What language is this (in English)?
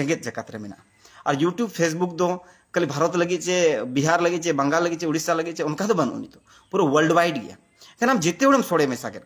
Santali